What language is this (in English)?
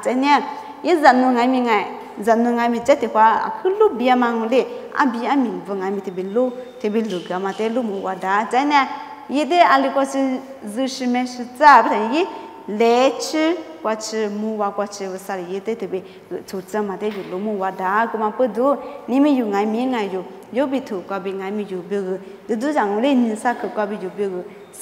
Lisu